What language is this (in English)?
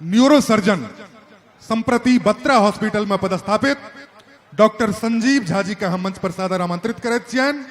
Maithili